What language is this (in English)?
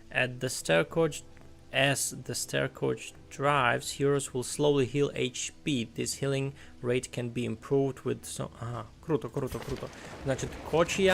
Rusyn